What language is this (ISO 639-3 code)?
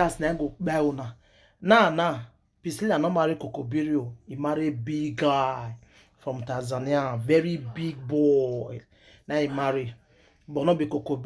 pcm